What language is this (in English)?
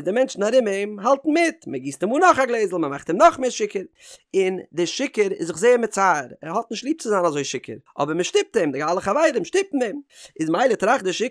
Yiddish